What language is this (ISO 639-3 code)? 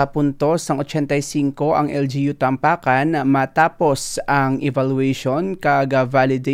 hil